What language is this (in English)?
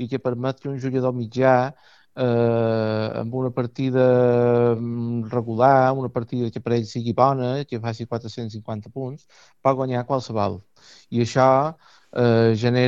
Catalan